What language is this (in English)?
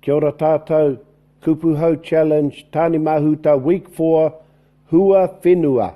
Māori